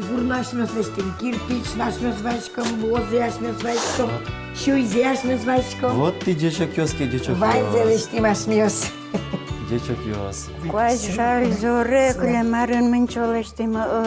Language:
Udmurt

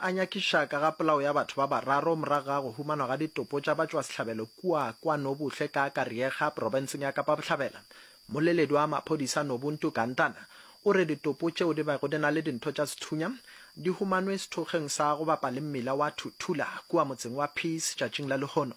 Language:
Northern Sotho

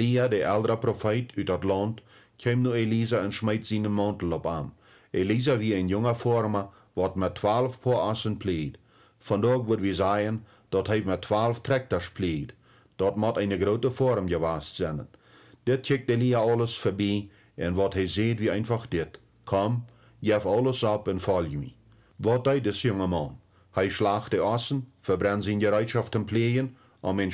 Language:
Plautdietsch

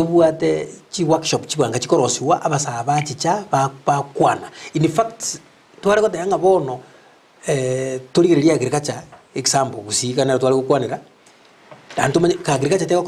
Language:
Gusii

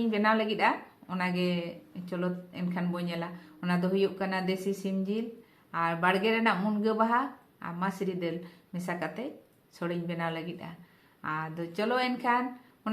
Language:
Santali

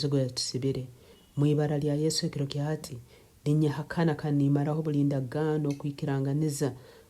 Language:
Nyankole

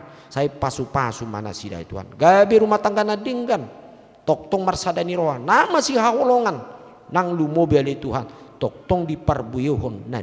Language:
Batak Toba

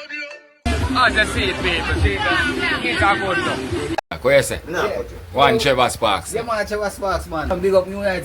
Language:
Jamaican Creole English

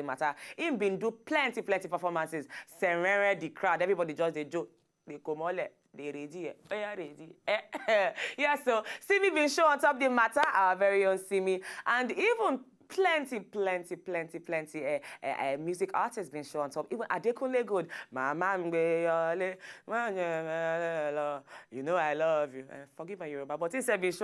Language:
Nigerian Pidgin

